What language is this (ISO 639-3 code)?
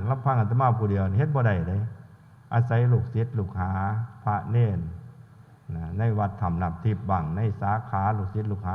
tts